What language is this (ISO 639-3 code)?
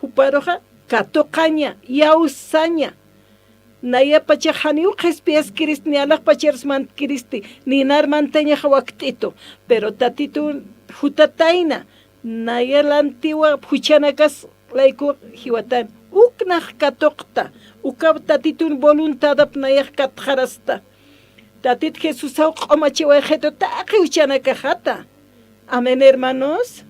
aym